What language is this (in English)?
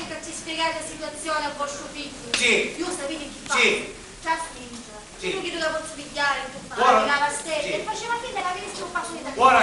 Sicilian